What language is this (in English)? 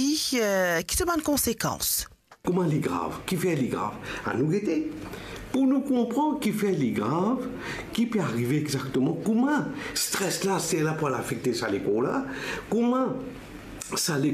Morisyen